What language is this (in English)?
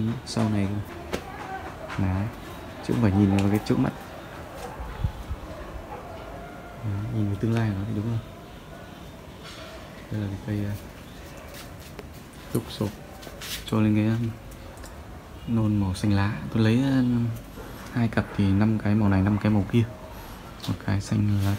Vietnamese